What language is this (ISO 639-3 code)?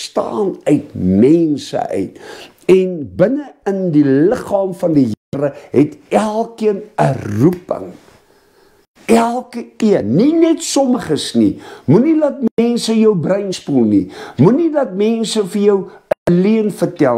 afr